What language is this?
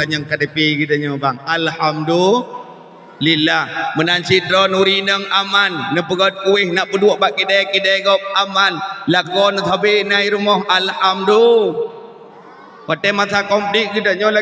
Achinese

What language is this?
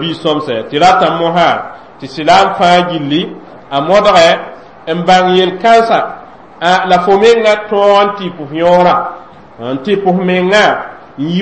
Mossi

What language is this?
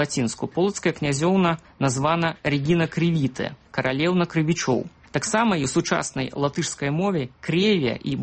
Belarusian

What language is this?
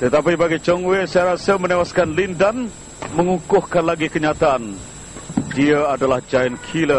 Malay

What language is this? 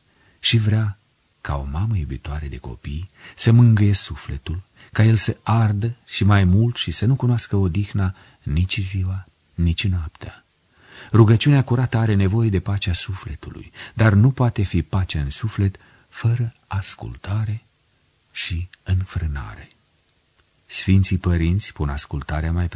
Romanian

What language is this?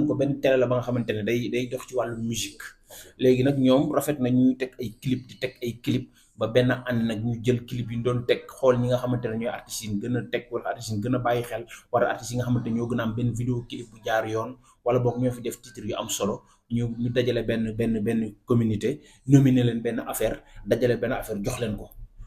Wolof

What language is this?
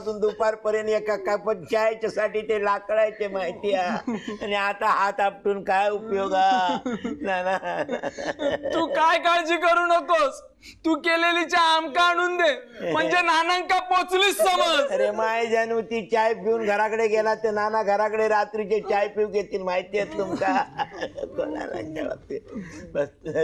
Marathi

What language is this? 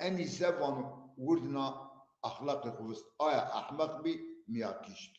Zaza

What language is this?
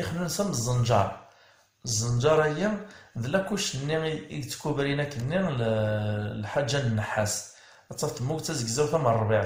Kabyle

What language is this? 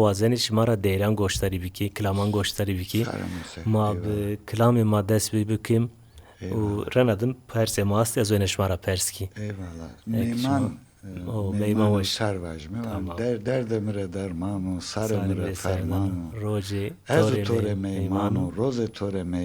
Zaza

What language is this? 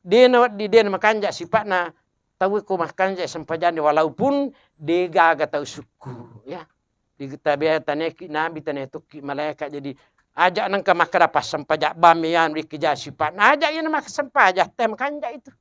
Buginese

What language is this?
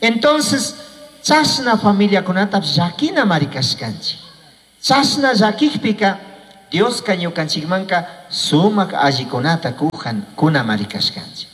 Chimborazo Highland Quichua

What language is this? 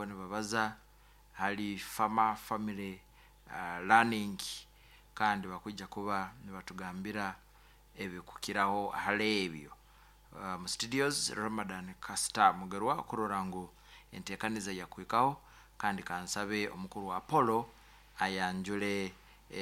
Nyoro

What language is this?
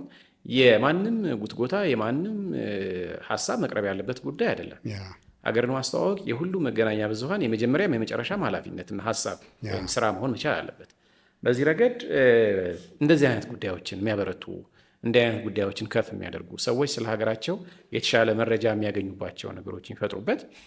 Amharic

